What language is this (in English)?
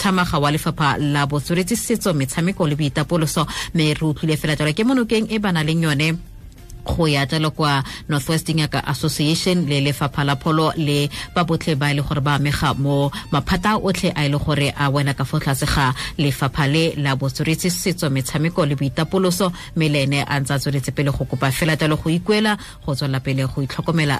Tswana